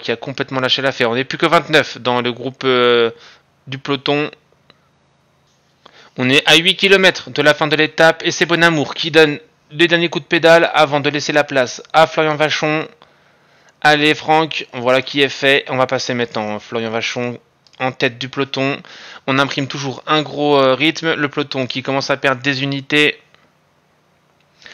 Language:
French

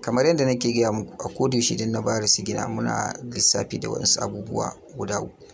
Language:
Hausa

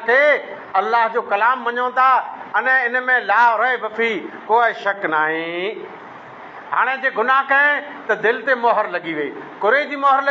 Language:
Sindhi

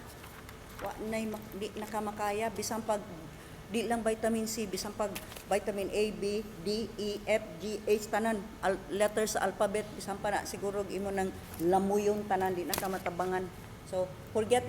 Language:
Cebuano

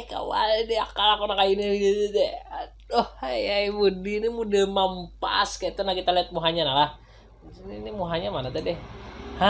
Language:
Banjar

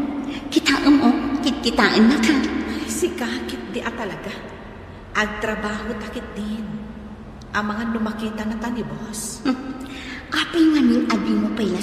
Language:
Iloko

